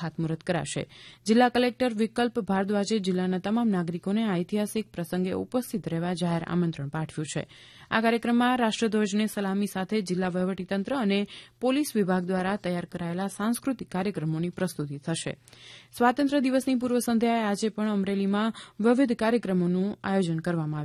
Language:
Gujarati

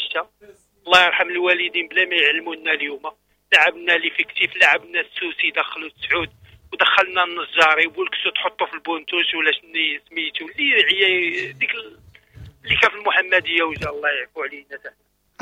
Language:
Moroccan Arabic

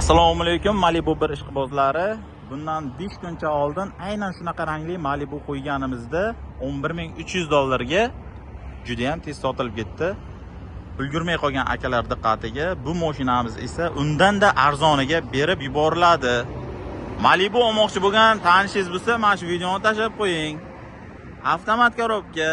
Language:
Uzbek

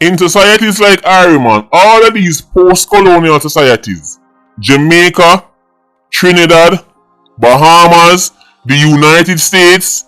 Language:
Jamaican Creole English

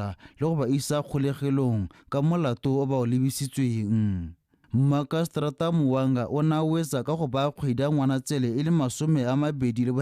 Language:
Tswana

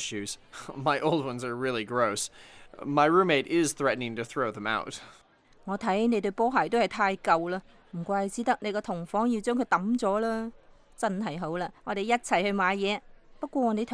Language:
Cantonese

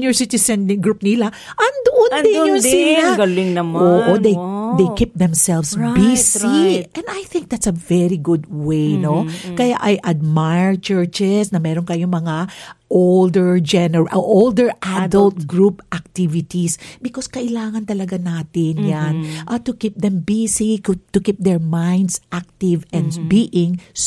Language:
Filipino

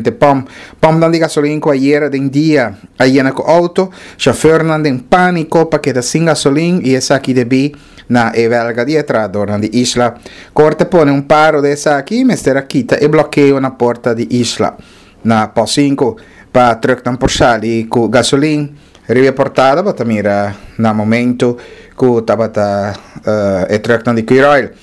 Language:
Papiamento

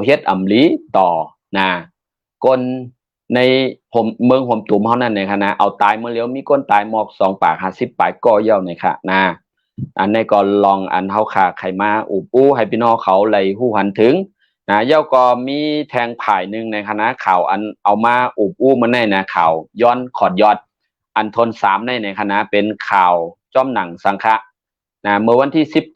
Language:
Shan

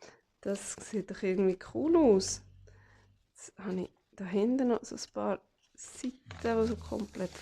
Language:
Swiss German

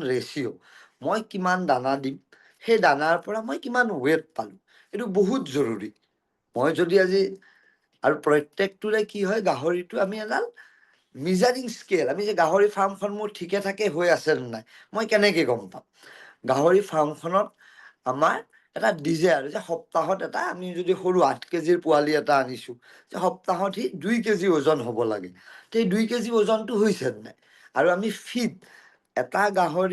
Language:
Assamese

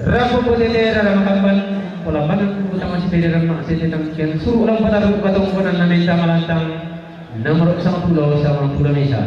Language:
Toraja-Sa'dan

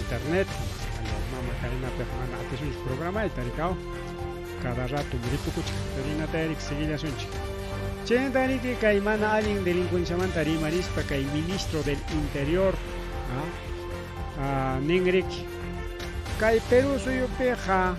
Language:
Ayacucho Quechua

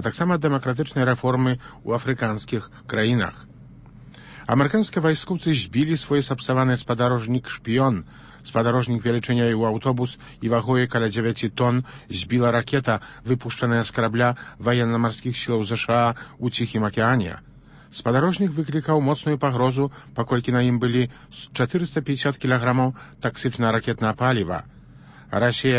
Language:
Belarusian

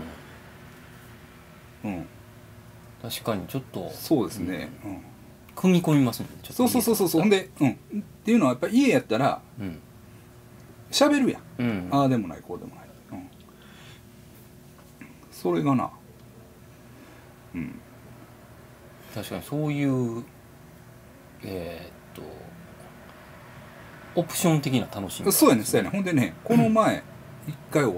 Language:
Japanese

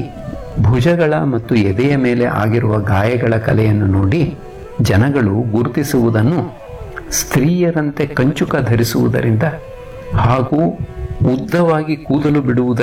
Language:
Kannada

